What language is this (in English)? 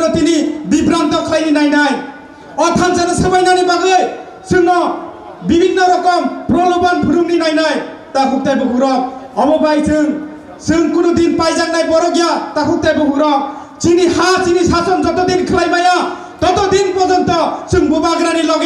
Kok Borok